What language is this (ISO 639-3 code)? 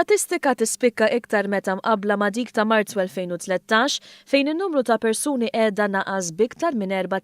mlt